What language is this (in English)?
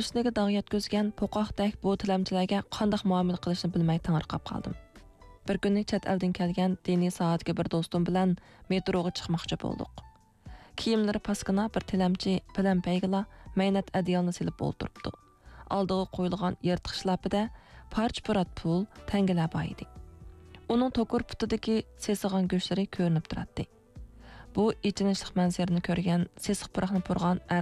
Uyghur